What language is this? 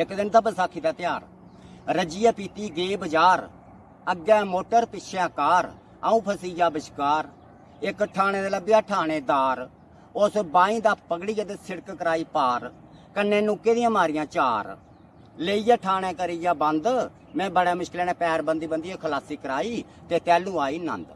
Dogri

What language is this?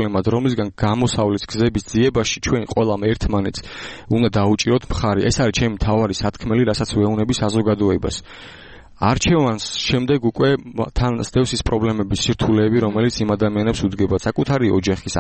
Georgian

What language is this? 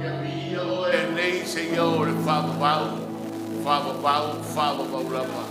Samoan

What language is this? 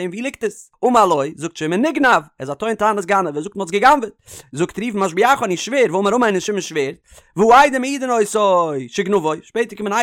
Yiddish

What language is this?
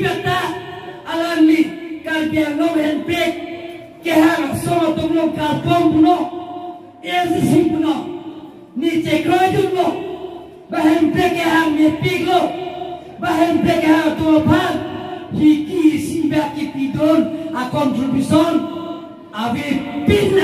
Karbi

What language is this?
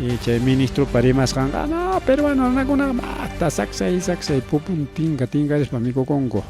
Ayacucho Quechua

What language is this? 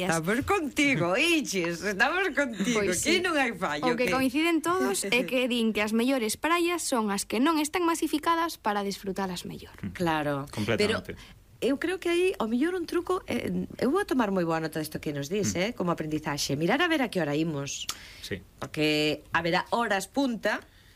Galician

